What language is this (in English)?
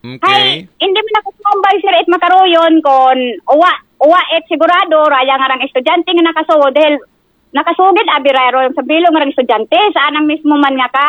Aklanon